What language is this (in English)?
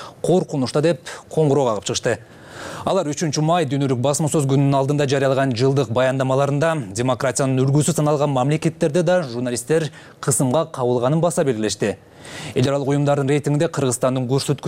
Kyrgyz